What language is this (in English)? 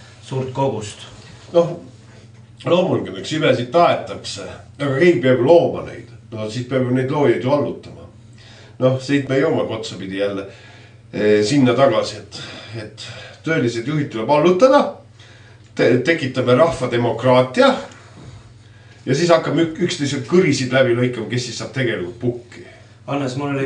Estonian